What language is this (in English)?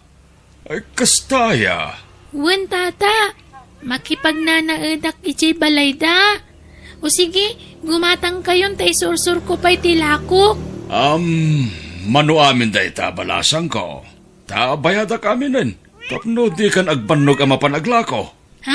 Iloko